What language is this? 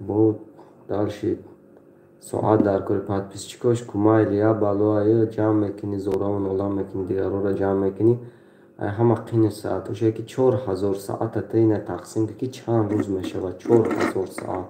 Tajik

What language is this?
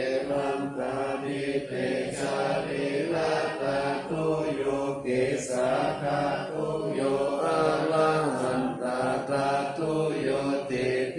Pali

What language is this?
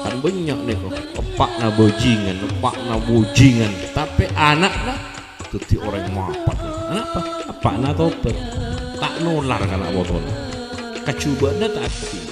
Madurese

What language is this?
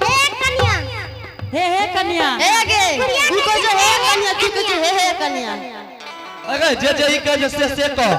Angika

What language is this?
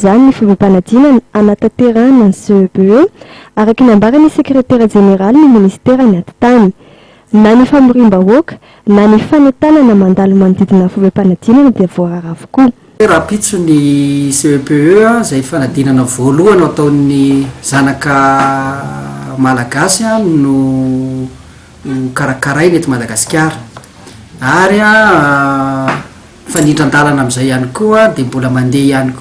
Malagasy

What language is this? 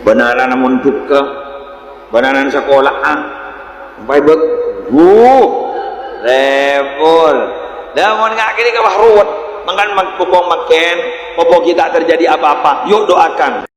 Madurese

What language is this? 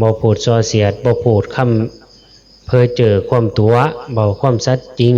Northeastern Thai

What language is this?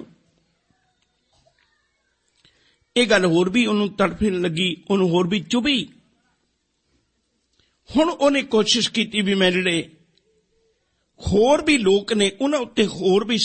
Punjabi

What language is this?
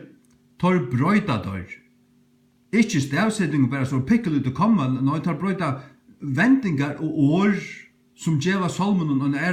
Faroese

